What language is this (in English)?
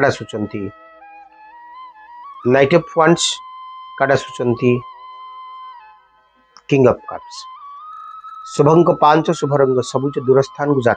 Odia